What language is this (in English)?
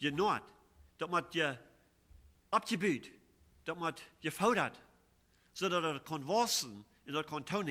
Plautdietsch